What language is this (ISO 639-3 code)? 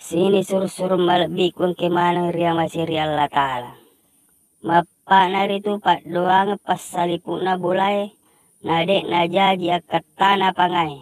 bug